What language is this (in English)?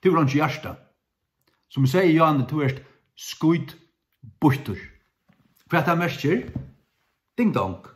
Faroese